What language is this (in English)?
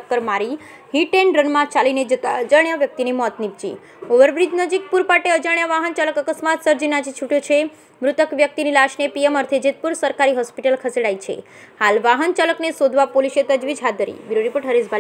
Gujarati